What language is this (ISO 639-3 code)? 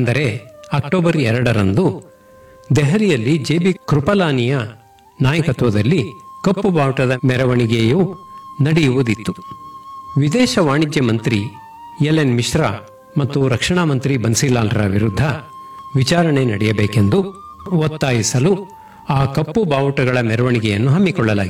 kan